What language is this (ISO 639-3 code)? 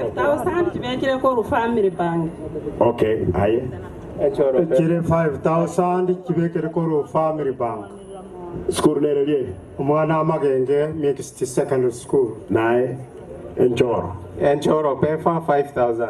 guz